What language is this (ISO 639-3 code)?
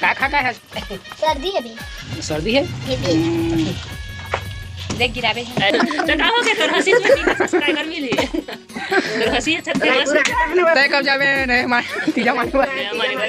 hne